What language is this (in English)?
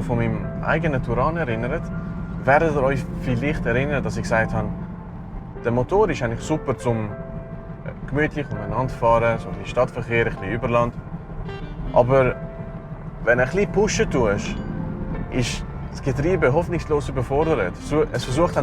Swiss German